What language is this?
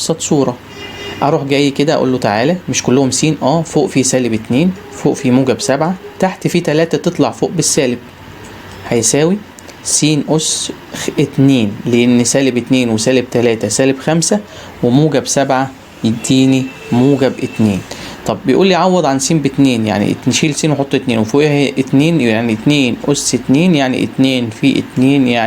Egyptian Arabic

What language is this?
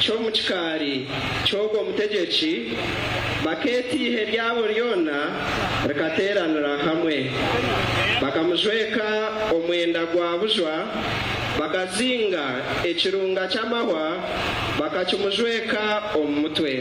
Nyankole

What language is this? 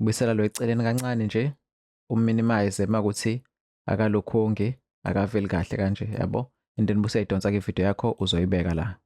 Zulu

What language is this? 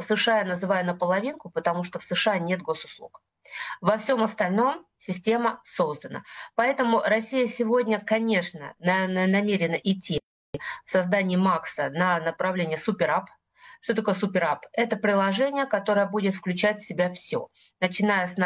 Russian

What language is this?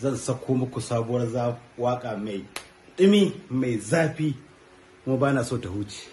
Hausa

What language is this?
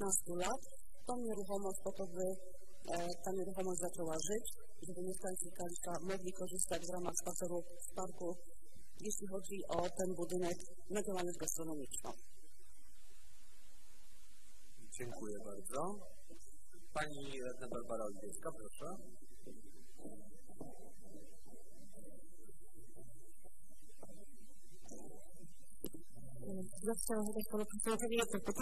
Polish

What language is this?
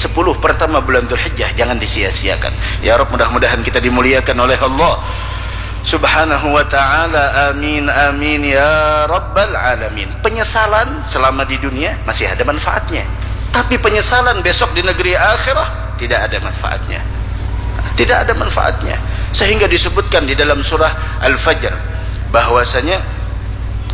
Indonesian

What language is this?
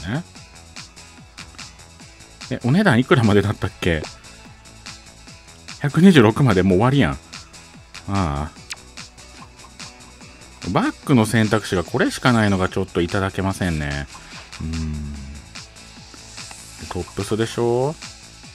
Japanese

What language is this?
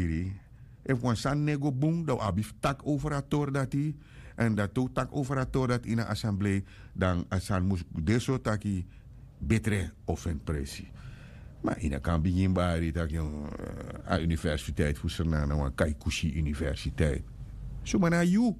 Sranan Tongo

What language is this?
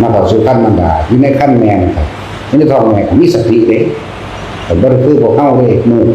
Northeastern Thai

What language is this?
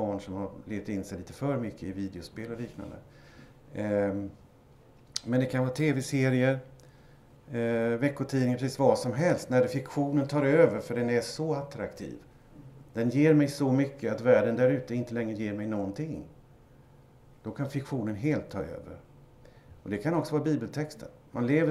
Swedish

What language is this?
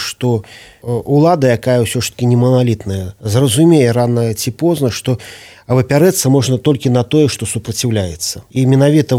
Belarusian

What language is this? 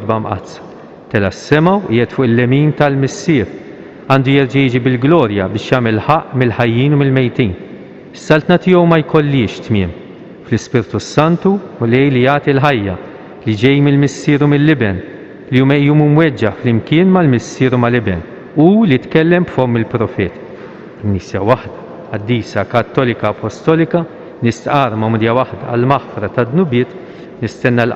Maltese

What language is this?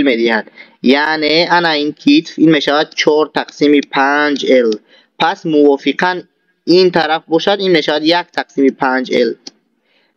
Tajik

